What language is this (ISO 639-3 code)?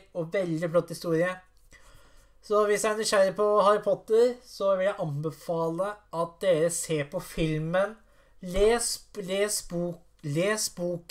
nor